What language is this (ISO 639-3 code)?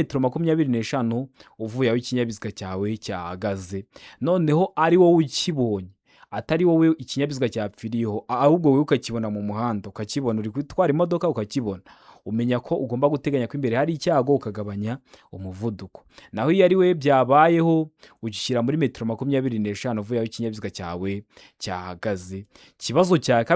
kin